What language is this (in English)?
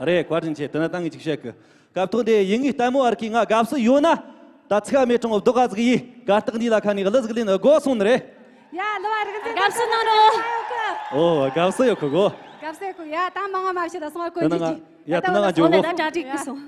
Tibetan